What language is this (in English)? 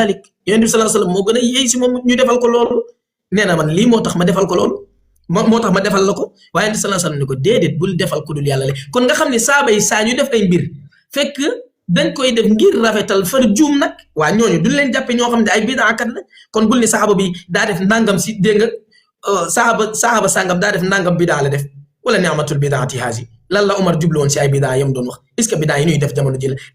Wolof